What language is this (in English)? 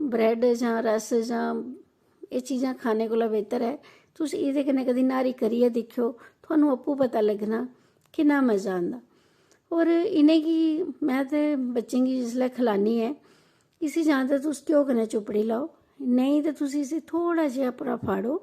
Dogri